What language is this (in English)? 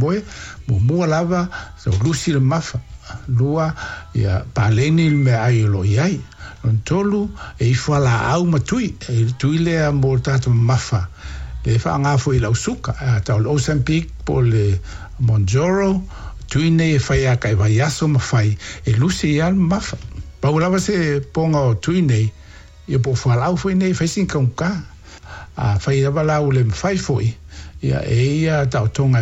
Samoan